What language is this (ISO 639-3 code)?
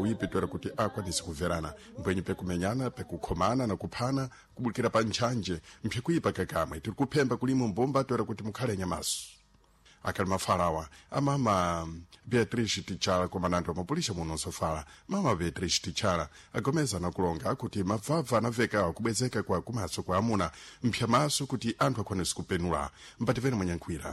seh